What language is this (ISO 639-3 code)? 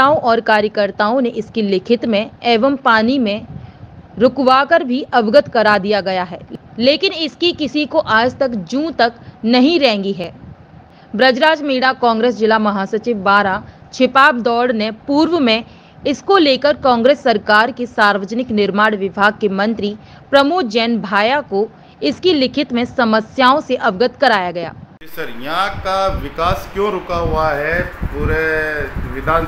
hin